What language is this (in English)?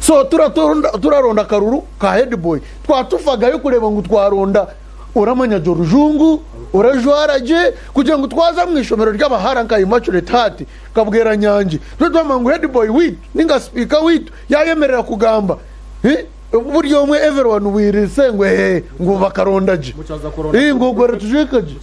Nyankole